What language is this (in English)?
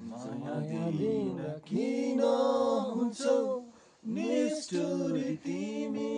Nepali